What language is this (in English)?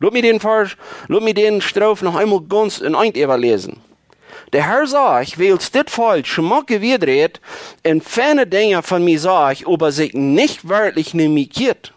Plautdietsch